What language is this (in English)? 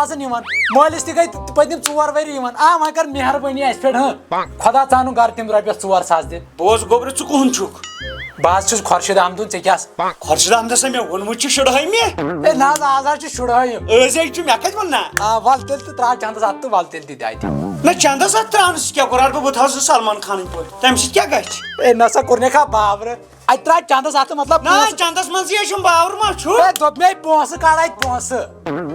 Kashmiri